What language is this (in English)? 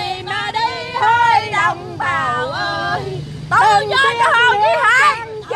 Vietnamese